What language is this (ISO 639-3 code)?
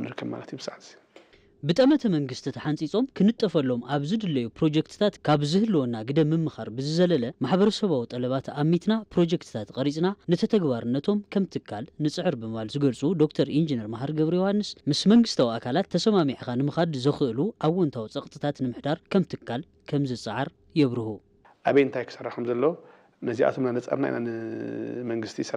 tir